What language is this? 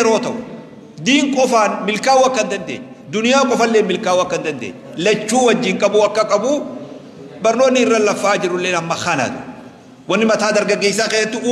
Oromo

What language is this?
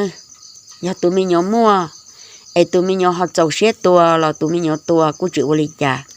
Hmong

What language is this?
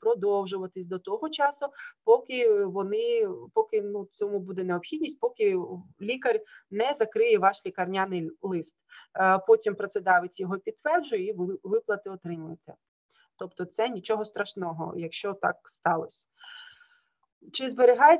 Ukrainian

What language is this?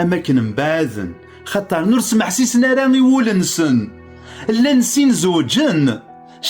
Kabyle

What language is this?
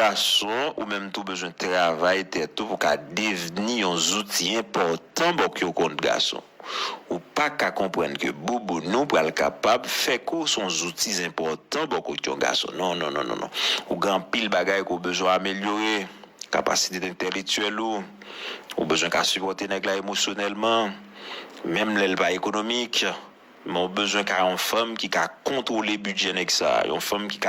Haitian Creole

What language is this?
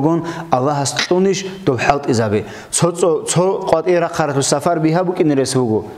Avaric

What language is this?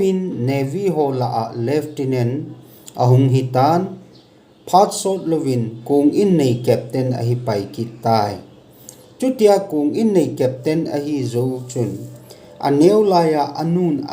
Thado Chin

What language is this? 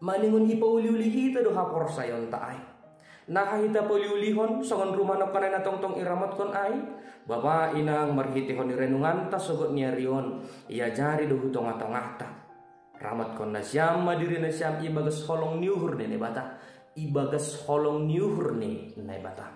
Batak Simalungun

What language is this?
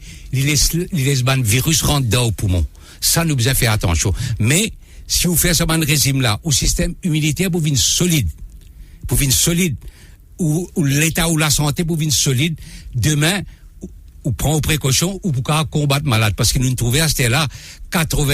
Morisyen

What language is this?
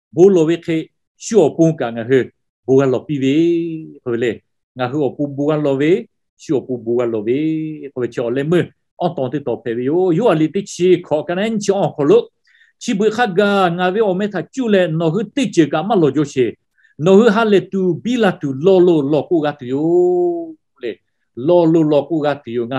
Lahu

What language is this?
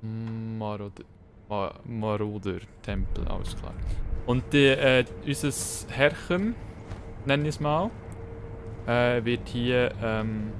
Swiss German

